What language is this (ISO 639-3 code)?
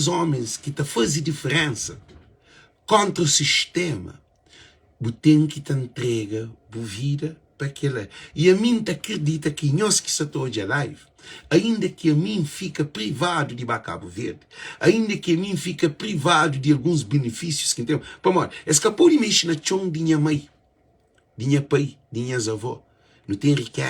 kea